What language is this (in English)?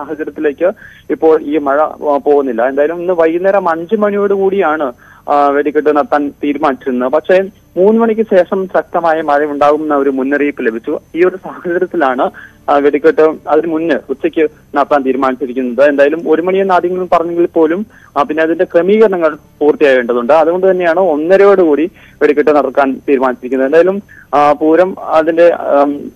Malayalam